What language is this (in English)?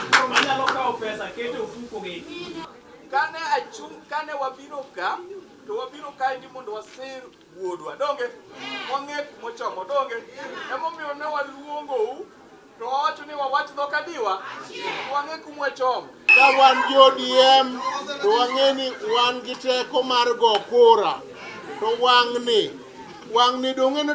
Luo (Kenya and Tanzania)